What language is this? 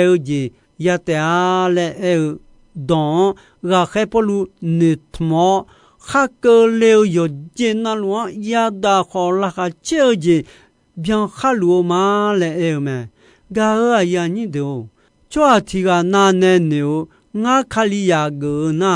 Akha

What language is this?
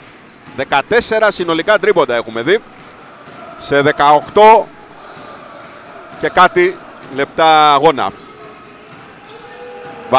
Greek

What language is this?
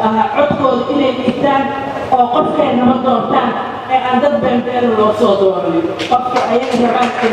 Somali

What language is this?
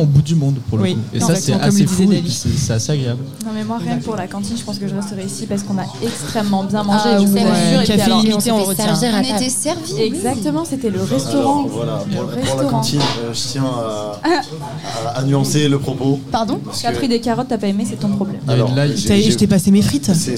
French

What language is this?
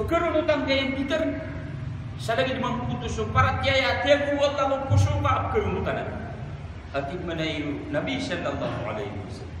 Maranao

